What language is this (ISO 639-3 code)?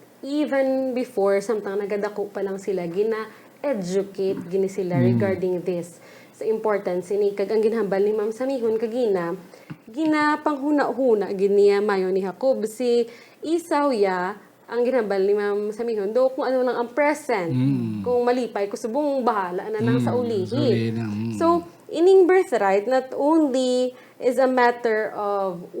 hil